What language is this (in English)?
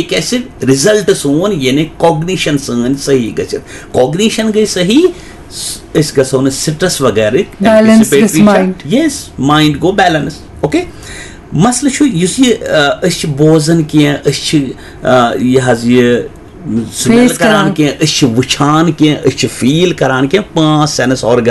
Kashmiri